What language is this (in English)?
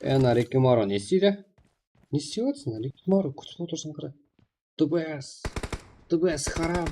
Kara-Kalpak